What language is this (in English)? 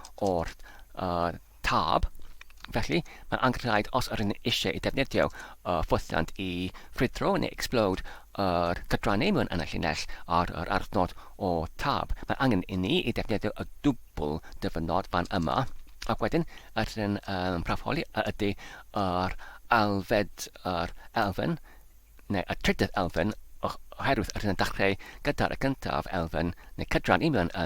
Welsh